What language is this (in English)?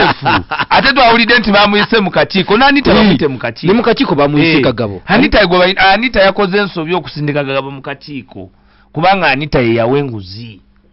Ganda